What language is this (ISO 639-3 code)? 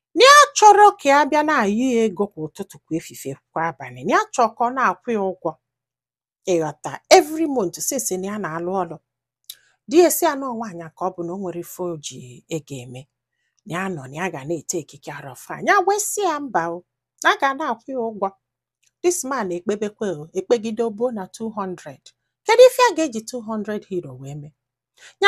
ibo